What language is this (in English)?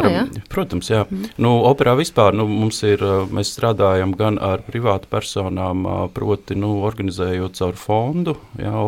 Latvian